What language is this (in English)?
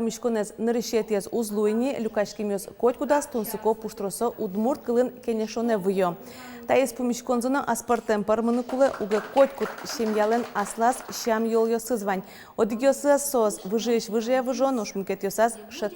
Udmurt